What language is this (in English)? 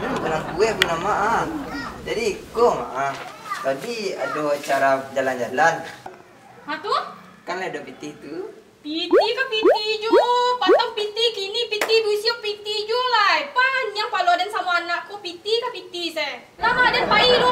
Minangkabau